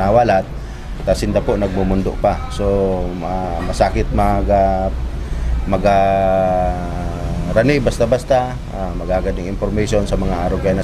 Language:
Bikol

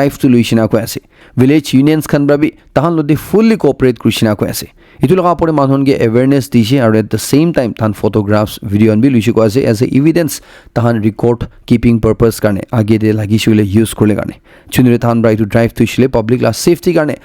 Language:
Naga Pidgin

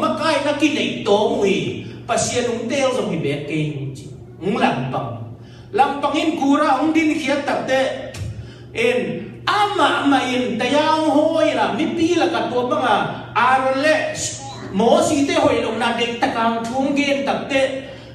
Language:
Tedim Chin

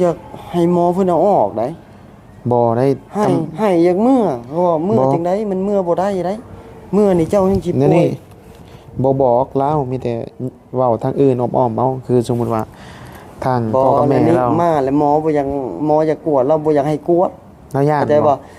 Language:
Northeastern Thai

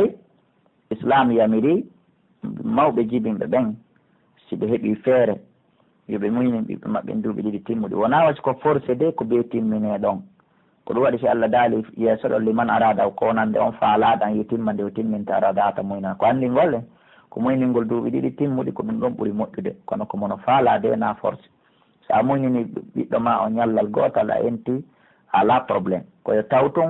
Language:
Pular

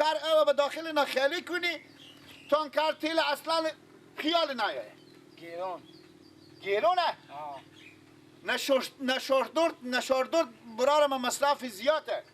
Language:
Persian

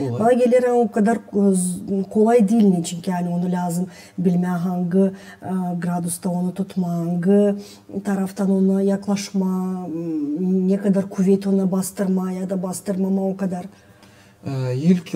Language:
Gagauz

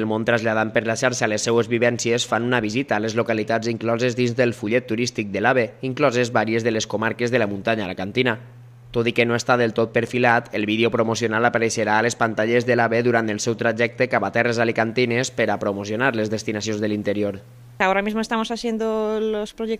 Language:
Catalan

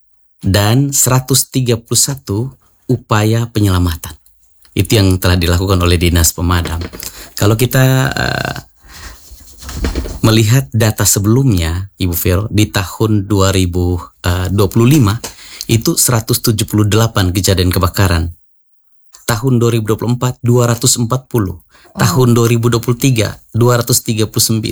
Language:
Indonesian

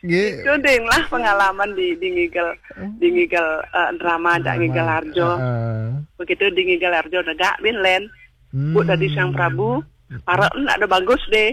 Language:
Balinese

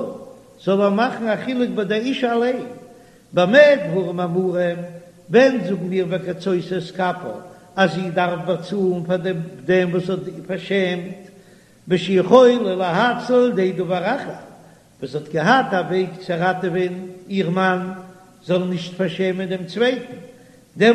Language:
Yiddish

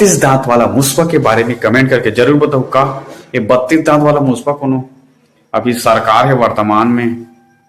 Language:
Chhattisgarhi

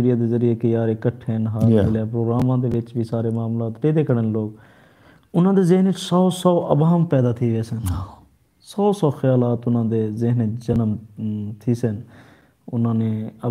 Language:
Saraiki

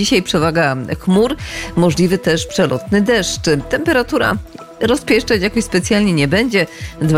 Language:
Polish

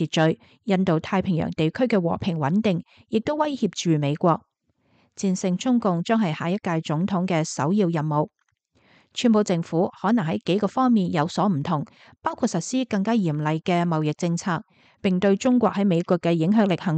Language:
Cantonese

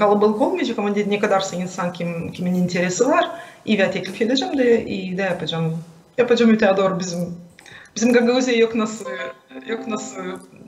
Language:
Gagauz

